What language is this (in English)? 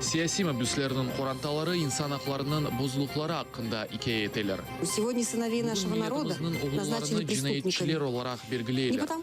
Crimean Tatar